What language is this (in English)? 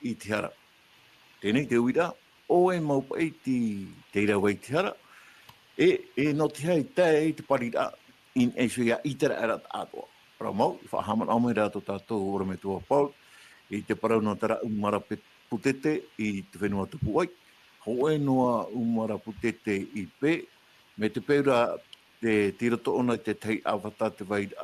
Tahitian